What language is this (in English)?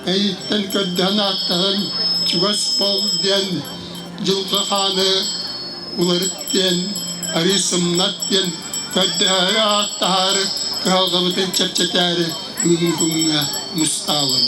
Yakut